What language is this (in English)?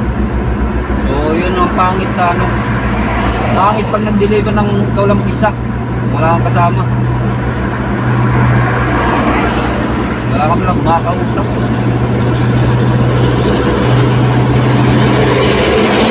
Filipino